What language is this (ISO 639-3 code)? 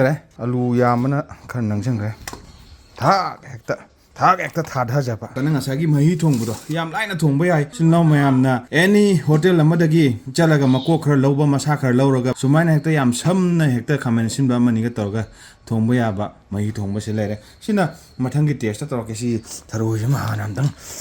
mni